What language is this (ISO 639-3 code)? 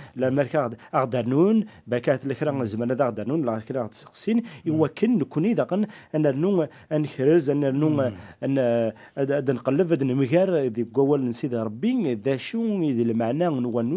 kab